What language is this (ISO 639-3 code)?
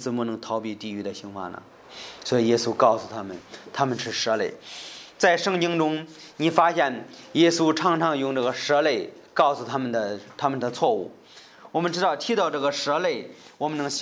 zho